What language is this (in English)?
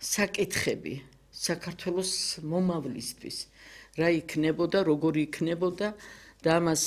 Georgian